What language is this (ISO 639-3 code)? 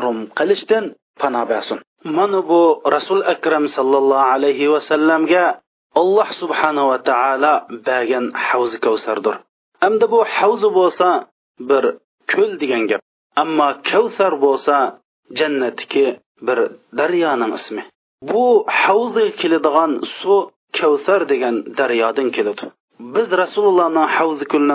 uig